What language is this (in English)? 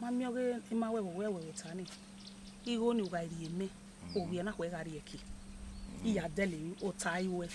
Bini